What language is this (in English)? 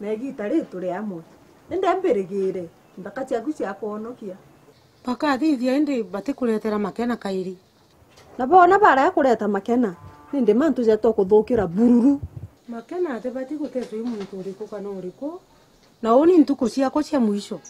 Meru